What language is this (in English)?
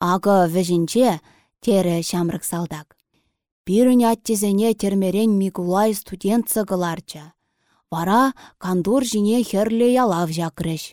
Chuvash